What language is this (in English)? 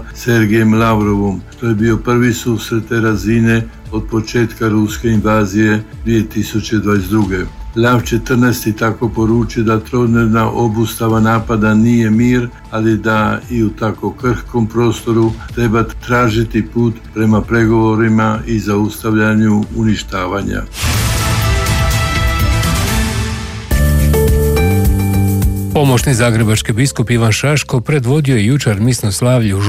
Croatian